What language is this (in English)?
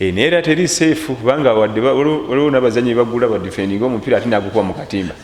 Ganda